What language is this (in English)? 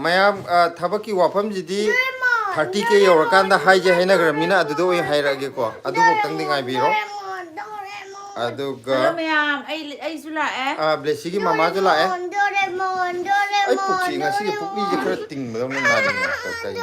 Manipuri